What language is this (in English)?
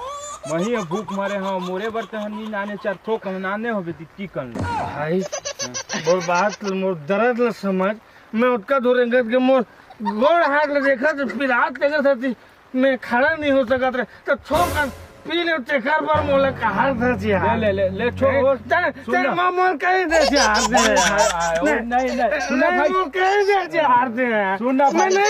Chhattisgarhi